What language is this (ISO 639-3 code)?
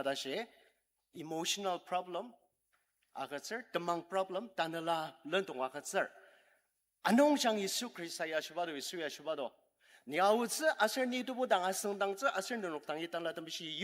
njo